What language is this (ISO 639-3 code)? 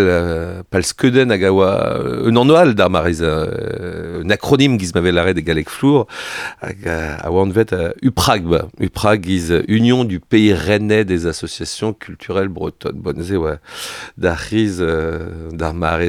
bre